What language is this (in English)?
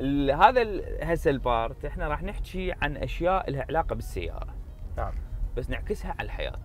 Mesopotamian Arabic